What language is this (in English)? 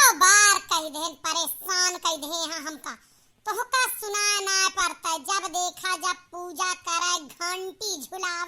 Awadhi